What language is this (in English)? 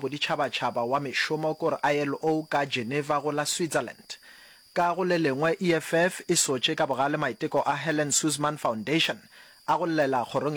Northern Sotho